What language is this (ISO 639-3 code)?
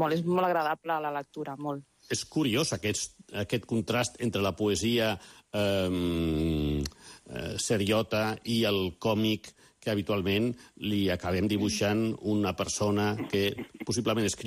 cat